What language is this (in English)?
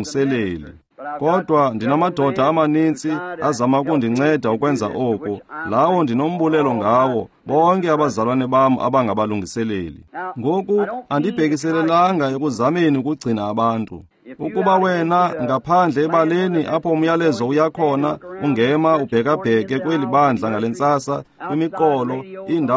Xhosa